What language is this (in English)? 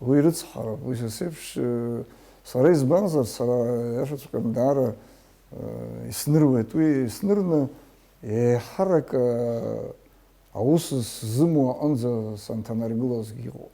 Abkhazian